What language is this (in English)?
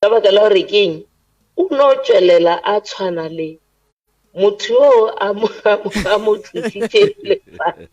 Northern Sotho